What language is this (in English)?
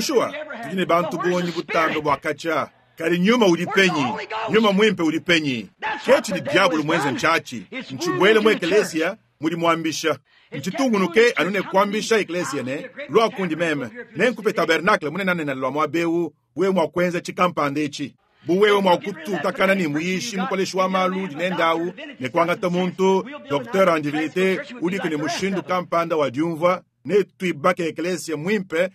Luba-Lulua